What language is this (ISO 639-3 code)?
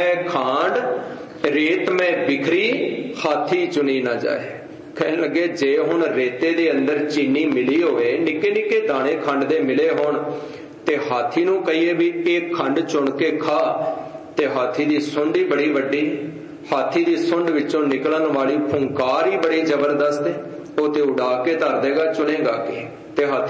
pan